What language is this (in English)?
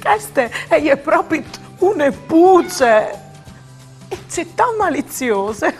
Friulian